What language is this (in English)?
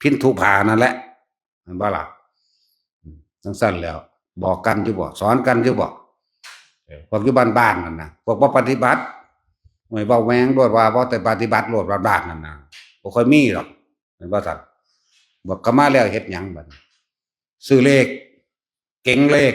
Northeastern Thai